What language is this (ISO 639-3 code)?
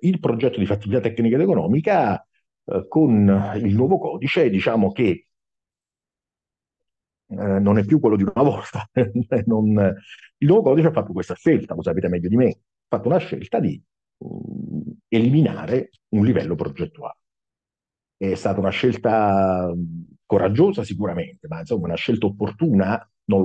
ita